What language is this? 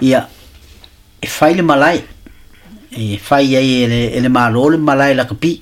Samoan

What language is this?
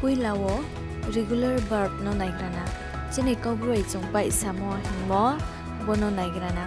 Riang (India)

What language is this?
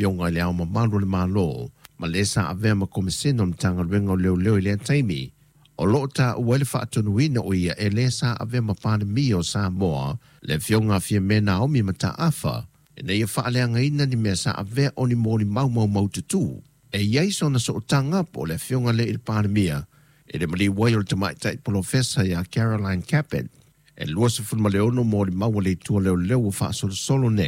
Samoan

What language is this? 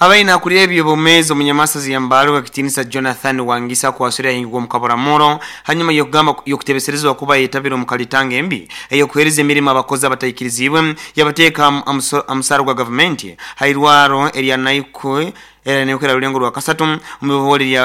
Nyoro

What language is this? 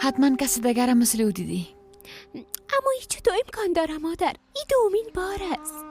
Persian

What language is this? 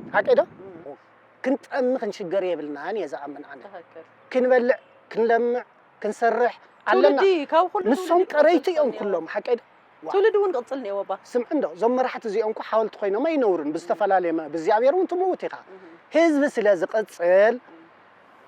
Tigrinya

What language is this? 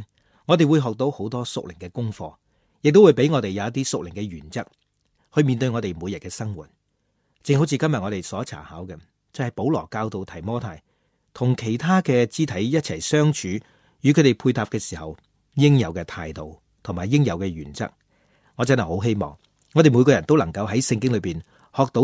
Cantonese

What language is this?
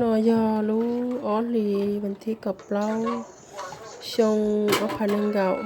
Hmong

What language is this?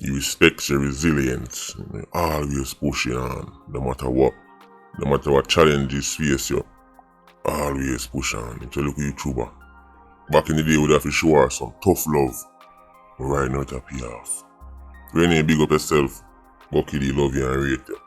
Jamaican Creole English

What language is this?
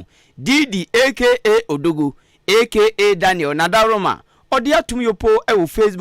Akan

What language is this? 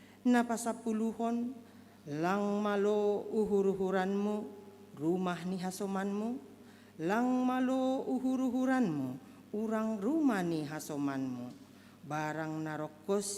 Batak Simalungun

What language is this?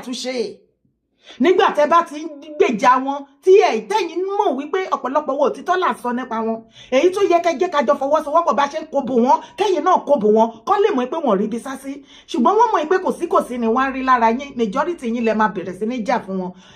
Yoruba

